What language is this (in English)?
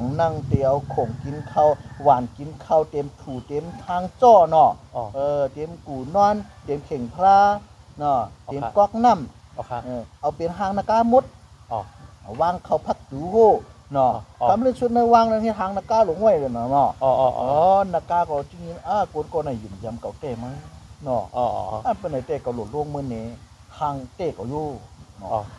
Shan